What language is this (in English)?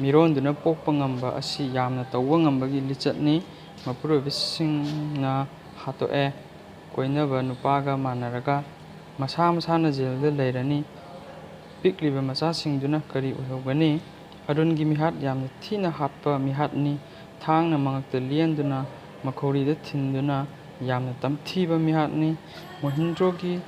Manipuri